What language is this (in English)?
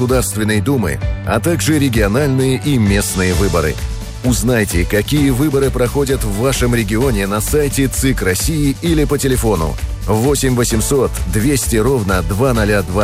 Russian